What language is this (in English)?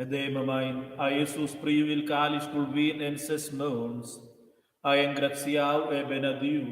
Romansh